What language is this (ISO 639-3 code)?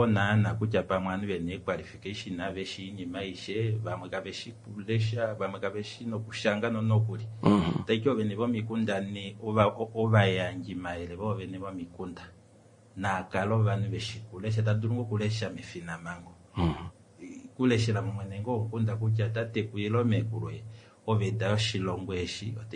kua